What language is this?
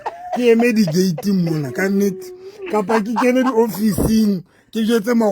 Southern Sotho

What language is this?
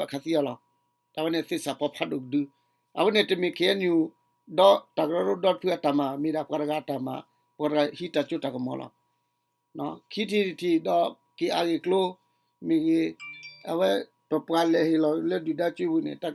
S'gaw Karen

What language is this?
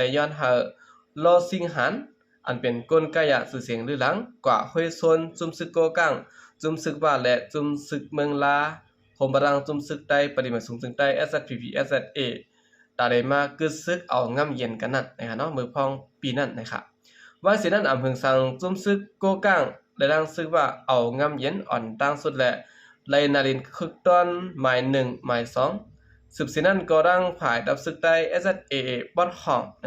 Shan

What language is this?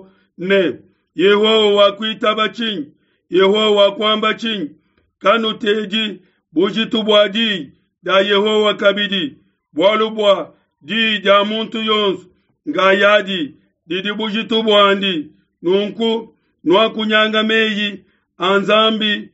Luba-Lulua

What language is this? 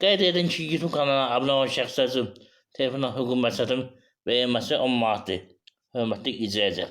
Azerbaijani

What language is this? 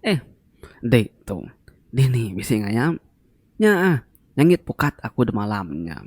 Iban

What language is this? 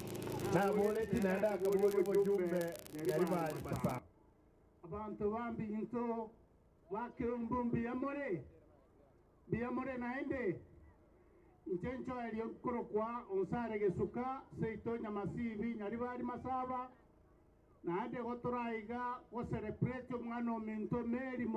Gusii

